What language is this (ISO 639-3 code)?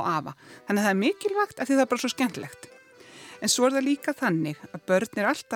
isl